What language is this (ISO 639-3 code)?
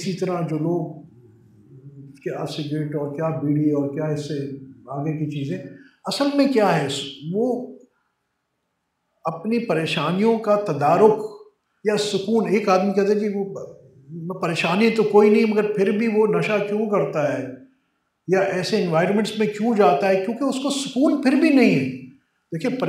urd